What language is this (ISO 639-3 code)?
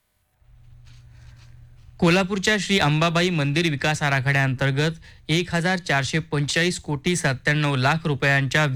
mar